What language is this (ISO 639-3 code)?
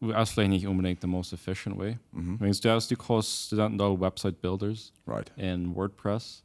pdt